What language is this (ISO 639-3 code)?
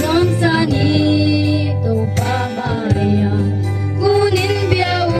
gnb